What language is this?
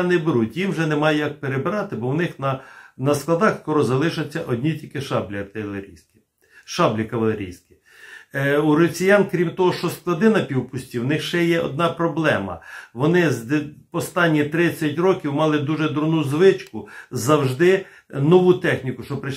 Ukrainian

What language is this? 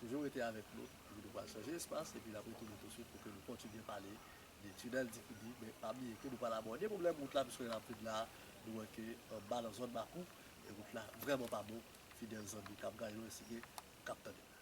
Haitian Creole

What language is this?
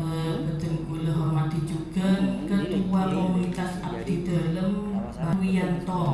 Madurese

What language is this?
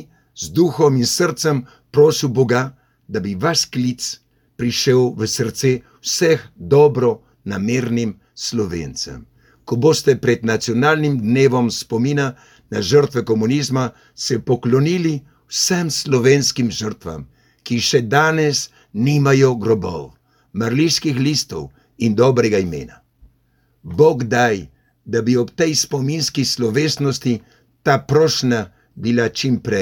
Slovenian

